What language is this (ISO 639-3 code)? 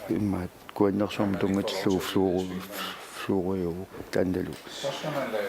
kal